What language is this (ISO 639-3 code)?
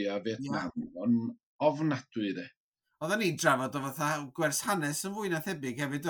cym